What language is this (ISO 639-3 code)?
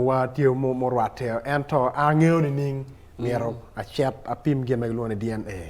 ach